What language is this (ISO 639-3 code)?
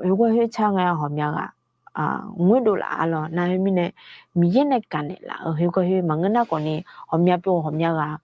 ahk